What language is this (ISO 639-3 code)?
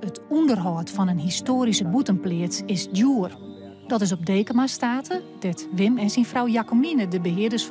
fry